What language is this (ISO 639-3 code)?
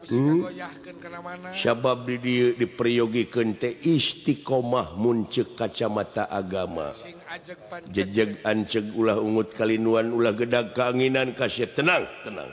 sun